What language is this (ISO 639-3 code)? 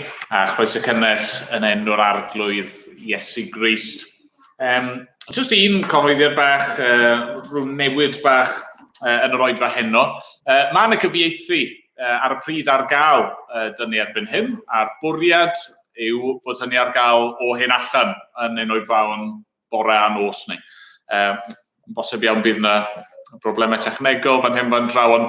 cym